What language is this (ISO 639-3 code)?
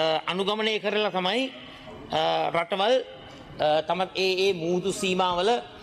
sin